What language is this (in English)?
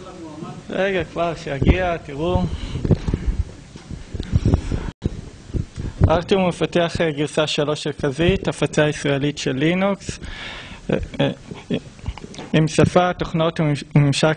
Hebrew